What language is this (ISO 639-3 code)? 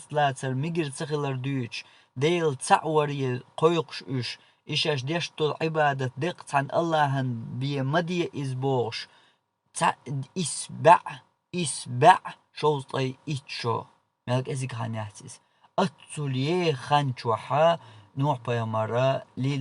che